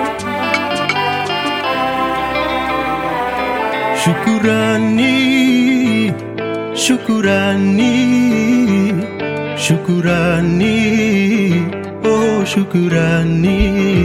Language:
Swahili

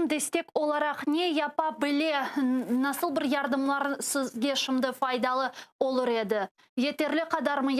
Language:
Crimean Tatar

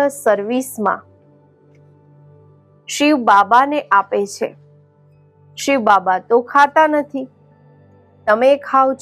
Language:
Gujarati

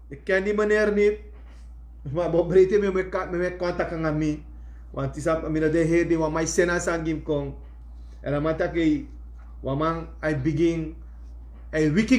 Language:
Sranan Tongo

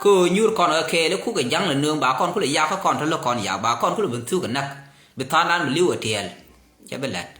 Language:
Nuer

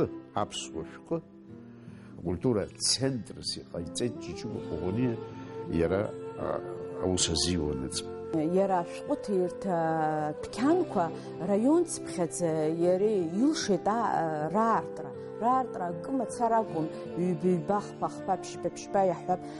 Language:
Abkhazian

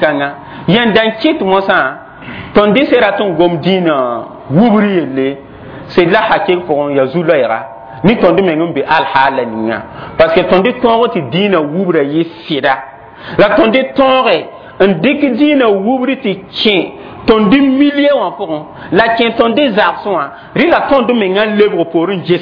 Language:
Mossi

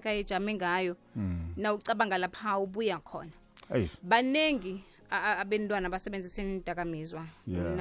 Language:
South Ndebele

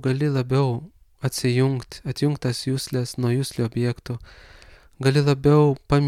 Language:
Lithuanian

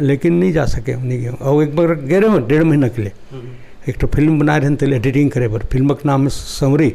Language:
Chhattisgarhi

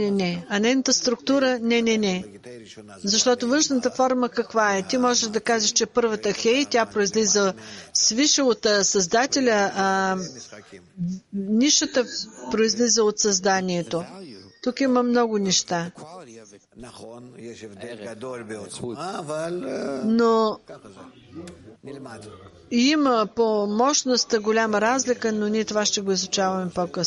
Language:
Bulgarian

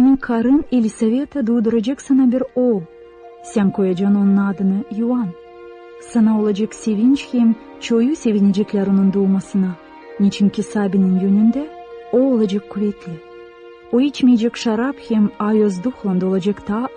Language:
Gagauz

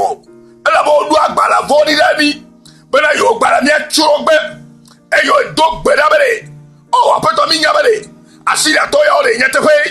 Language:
Ewe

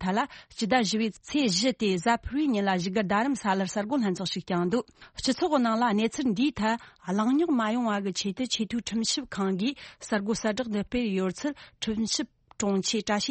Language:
Tibetan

